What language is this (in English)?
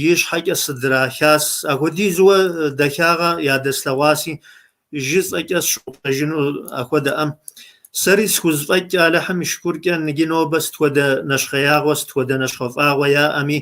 Kabardian